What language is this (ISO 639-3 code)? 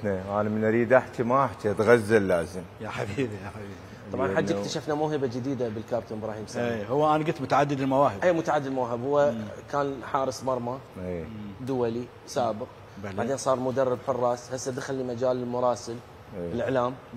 acm